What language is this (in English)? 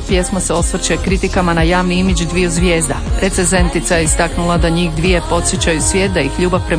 Croatian